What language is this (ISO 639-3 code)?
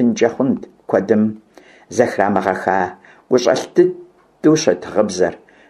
kbd